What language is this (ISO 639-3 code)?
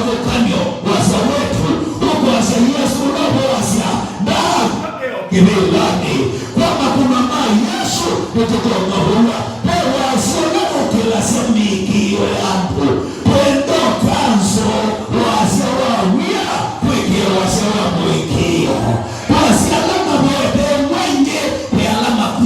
kam